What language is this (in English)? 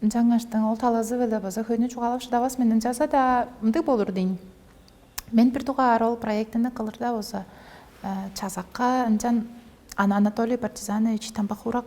Tuvinian